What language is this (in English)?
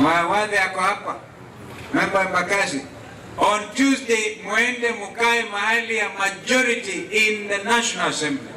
Kamba